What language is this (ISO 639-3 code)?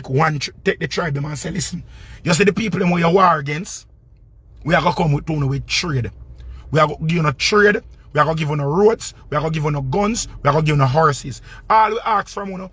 jam